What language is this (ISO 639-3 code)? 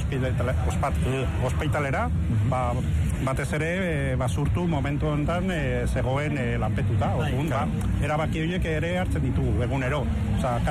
eus